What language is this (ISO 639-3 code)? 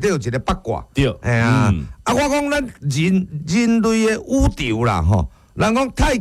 nan